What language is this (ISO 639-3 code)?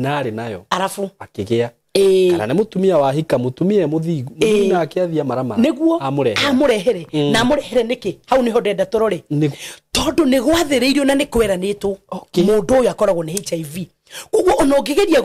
kik